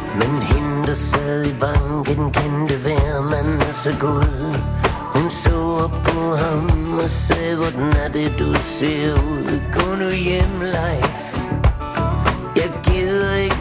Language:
Danish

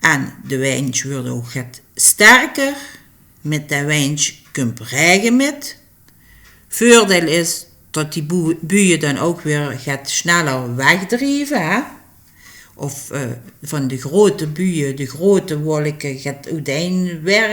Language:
Limburgish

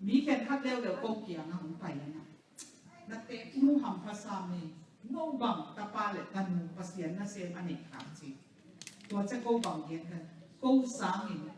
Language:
Tedim Chin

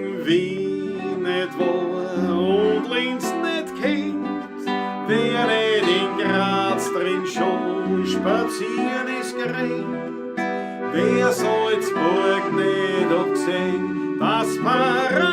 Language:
Bavarian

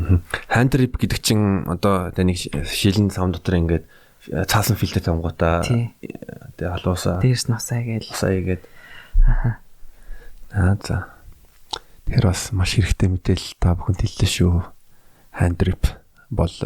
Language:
Mongolian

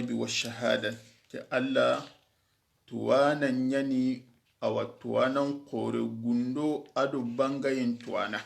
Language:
Soninke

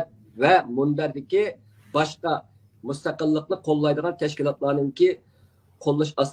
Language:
Uyghur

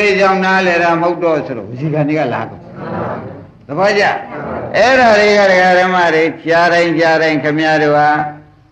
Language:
Burmese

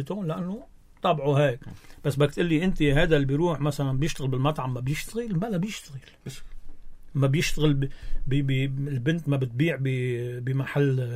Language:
North Levantine Arabic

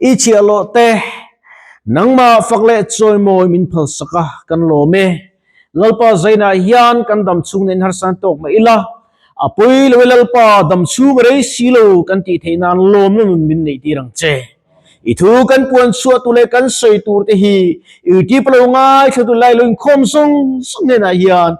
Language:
Mizo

